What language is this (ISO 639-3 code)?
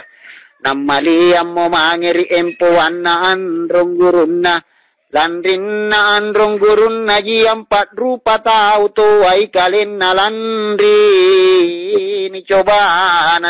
mak